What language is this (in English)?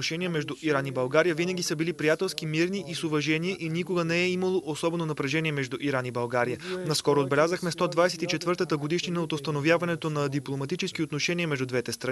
Bulgarian